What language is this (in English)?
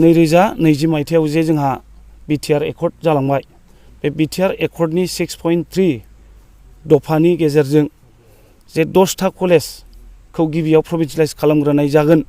Bodo